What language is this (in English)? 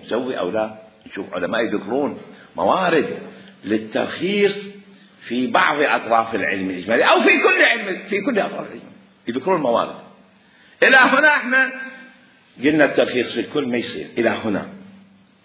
Mesopotamian Arabic